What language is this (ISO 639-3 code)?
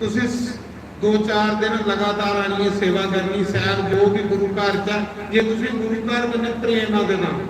doi